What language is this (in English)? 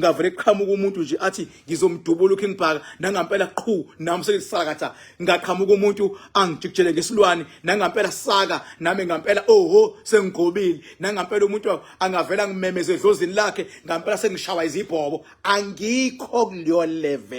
Zulu